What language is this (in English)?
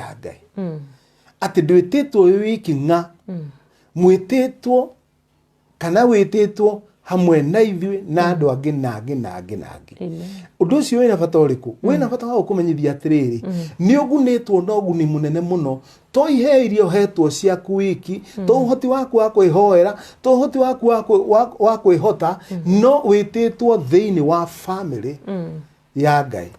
Kikuyu